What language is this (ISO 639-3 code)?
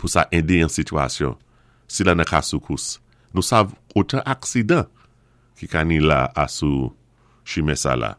acf